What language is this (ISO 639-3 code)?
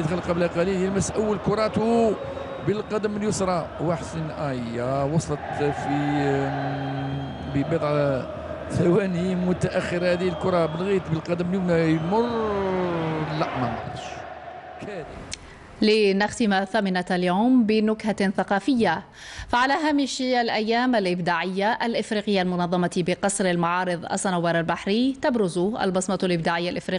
ara